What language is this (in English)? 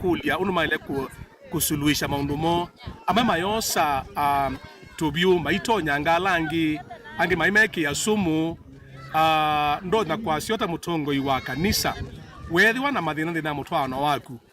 Kamba